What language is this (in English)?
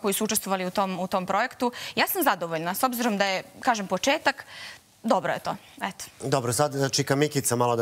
Serbian